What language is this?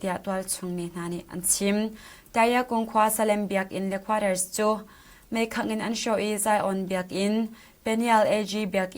Hakha Chin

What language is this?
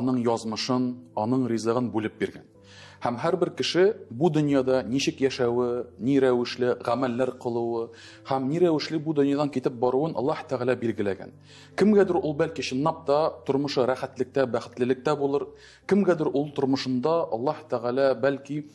Tatar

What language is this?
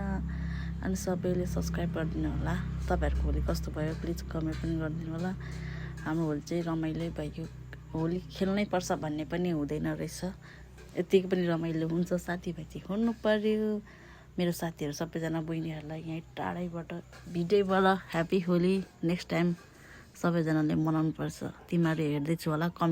Nepali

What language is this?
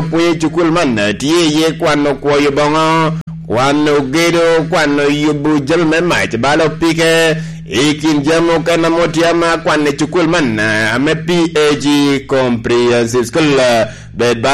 Lango (Uganda)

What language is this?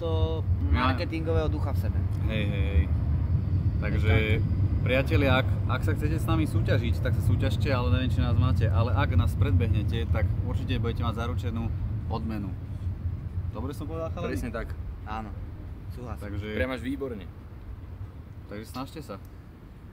Slovak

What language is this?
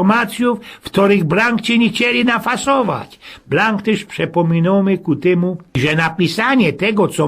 Silesian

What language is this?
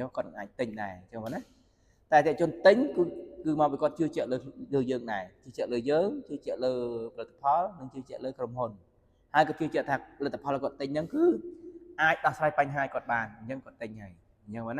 Khmer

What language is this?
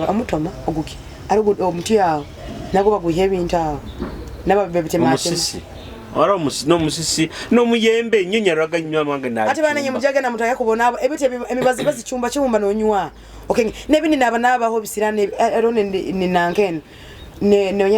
Nyoro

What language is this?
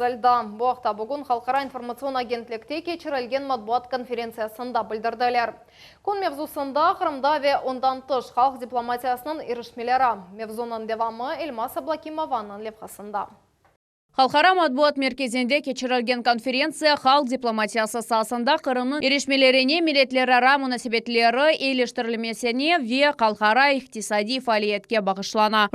Crimean Tatar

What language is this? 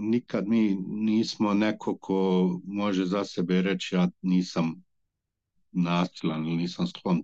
Bosnian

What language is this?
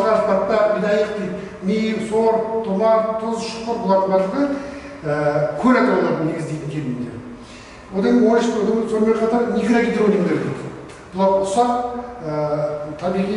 Kazakh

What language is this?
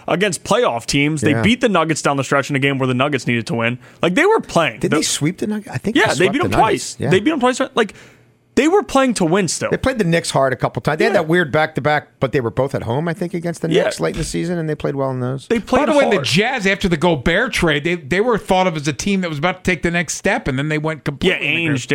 English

